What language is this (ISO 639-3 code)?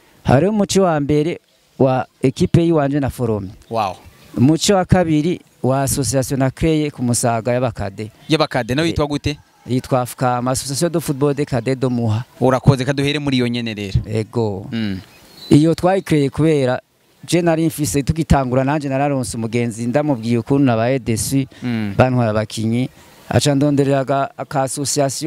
run